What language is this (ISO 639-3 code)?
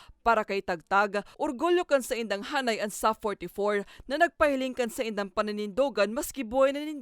bik